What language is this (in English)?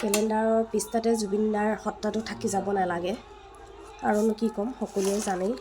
Assamese